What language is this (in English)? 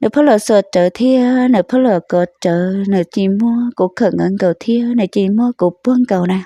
Hmong